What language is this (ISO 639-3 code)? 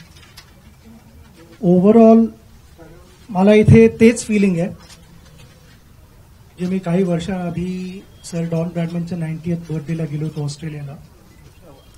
mar